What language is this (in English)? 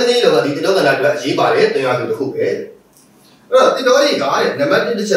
Burmese